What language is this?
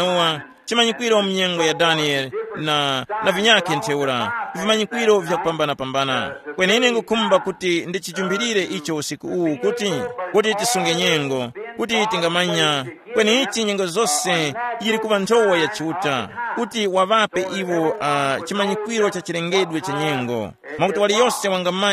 Tumbuka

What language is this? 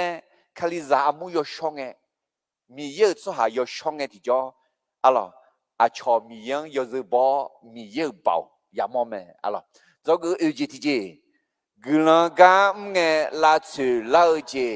Akha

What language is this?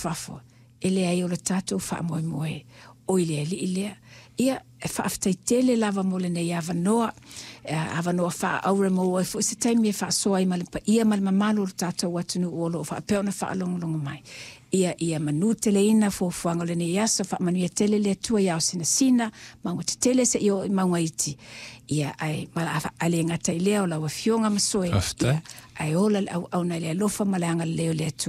Samoan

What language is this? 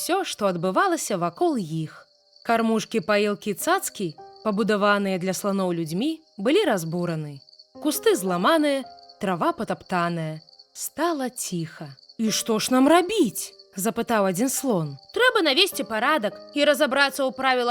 Belarusian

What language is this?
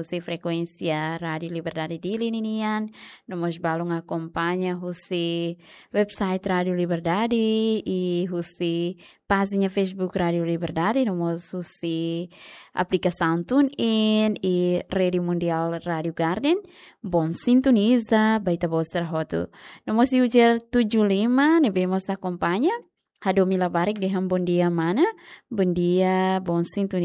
Tetum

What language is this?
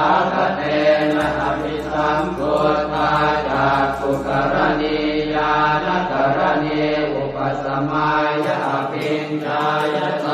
Pali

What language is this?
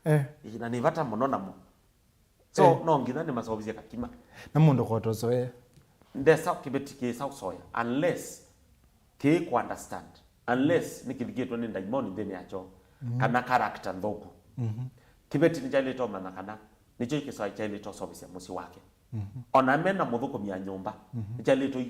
Kamba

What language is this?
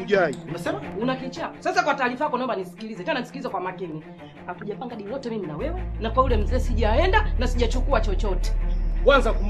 Swahili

